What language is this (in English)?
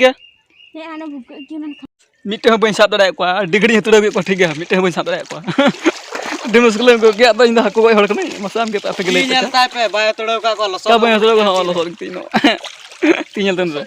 Santali